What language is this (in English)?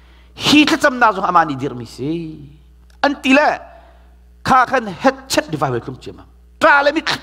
Hakha Chin